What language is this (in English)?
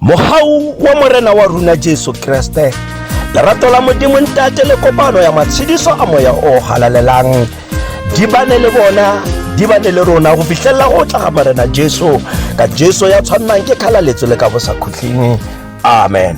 Tswana